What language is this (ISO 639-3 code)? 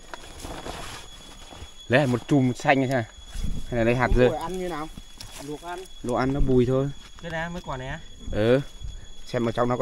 vie